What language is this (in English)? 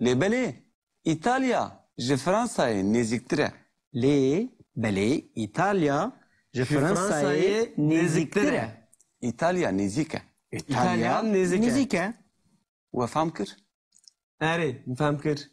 Kurdish